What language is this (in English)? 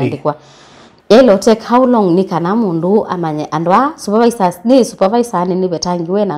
Kamba